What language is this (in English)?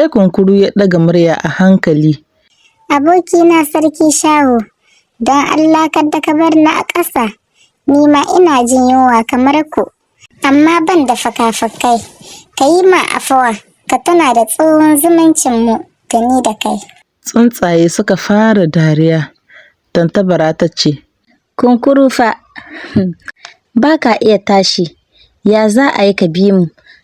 Hausa